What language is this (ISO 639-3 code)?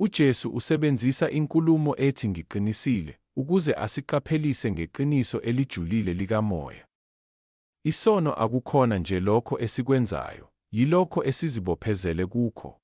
zul